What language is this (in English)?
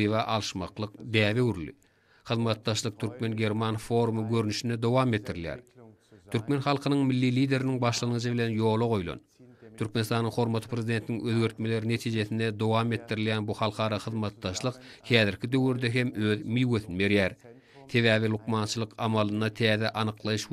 Turkmen